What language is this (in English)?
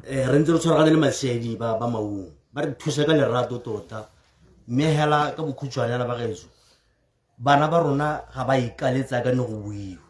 Tswana